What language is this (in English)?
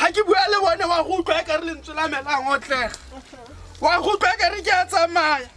Tswana